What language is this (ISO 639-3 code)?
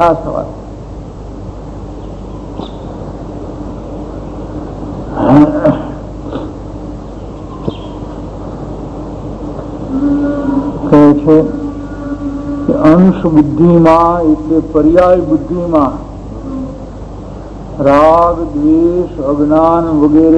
guj